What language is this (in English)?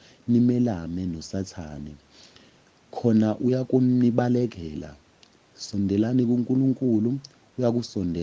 Zulu